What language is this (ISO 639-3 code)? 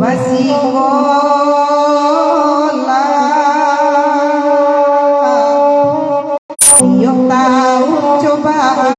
min